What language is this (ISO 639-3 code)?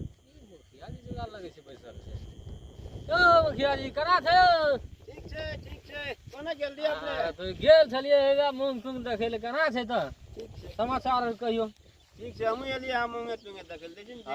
mai